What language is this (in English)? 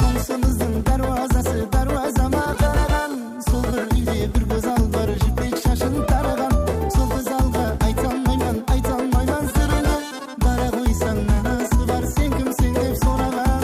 Kara-Kalpak